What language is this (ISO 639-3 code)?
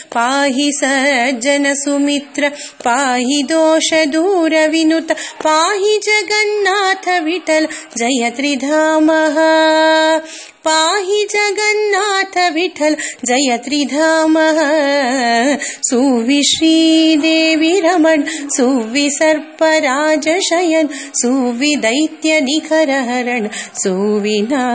kan